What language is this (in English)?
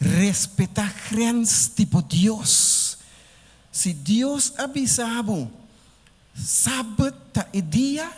Papiamento